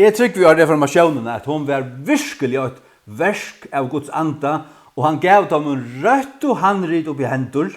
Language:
Faroese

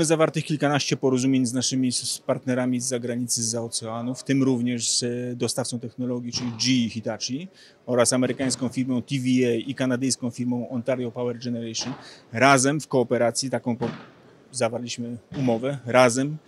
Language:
Polish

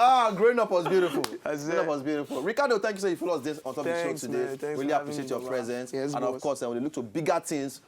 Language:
Nigerian Pidgin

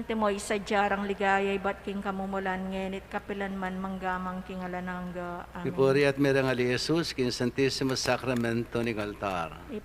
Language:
Pampanga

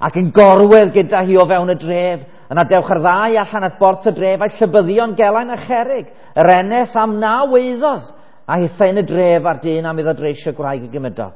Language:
Welsh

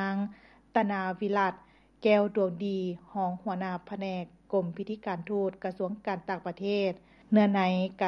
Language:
Lao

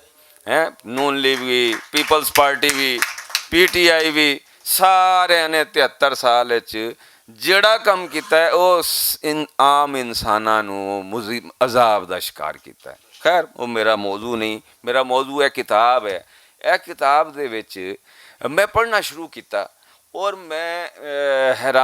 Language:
Western Panjabi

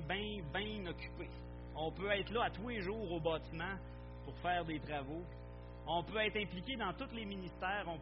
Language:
French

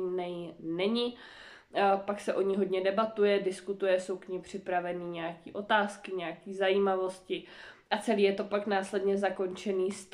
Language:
Czech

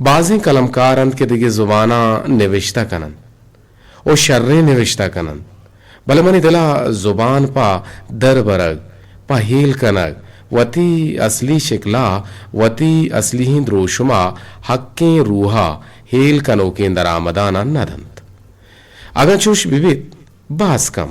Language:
Eastern Balochi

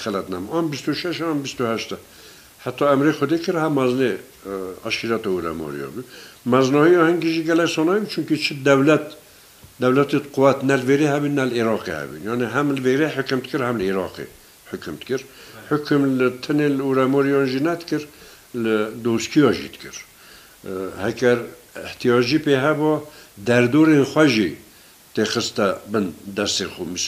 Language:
Kurdish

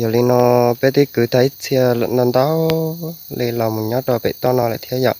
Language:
Hmong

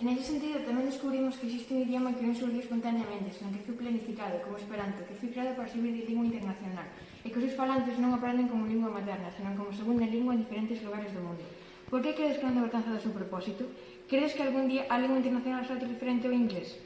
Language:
Galician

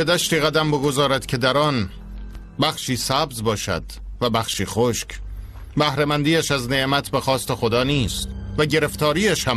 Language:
Tajik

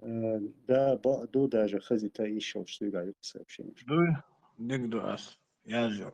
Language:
Chechen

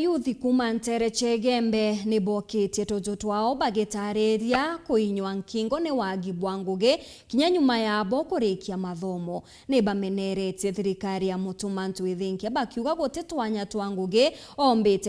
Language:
Meru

